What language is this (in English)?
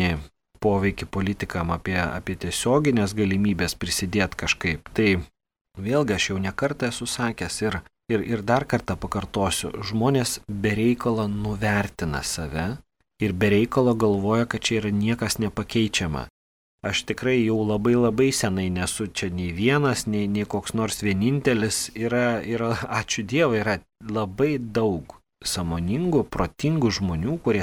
Lithuanian